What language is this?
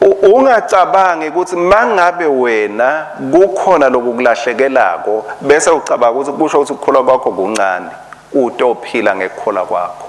Swati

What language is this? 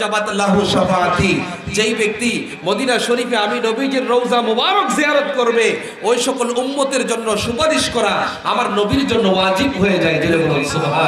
Bangla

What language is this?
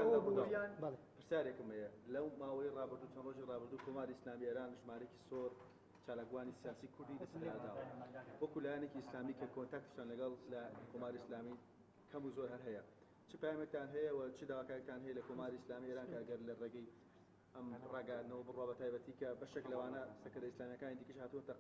Central Kurdish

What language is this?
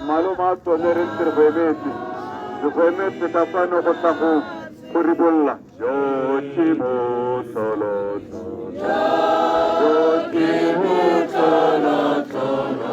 Tswana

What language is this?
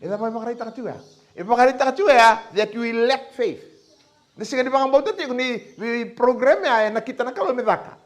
Fijian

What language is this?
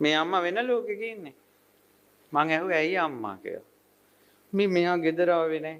Sinhala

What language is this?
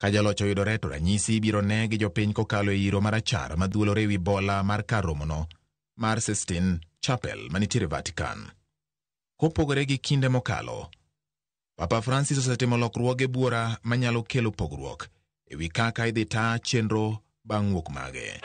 Luo (Kenya and Tanzania)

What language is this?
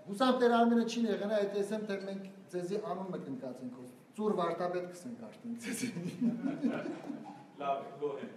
Western Armenian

